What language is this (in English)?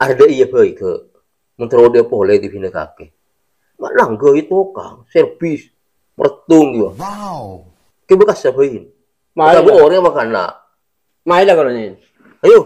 Madurese